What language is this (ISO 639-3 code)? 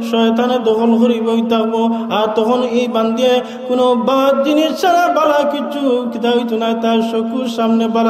syl